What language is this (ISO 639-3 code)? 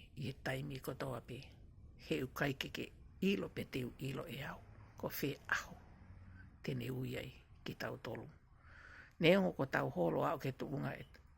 ton